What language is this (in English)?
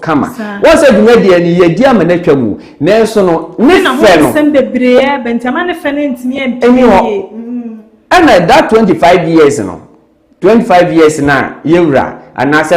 Akan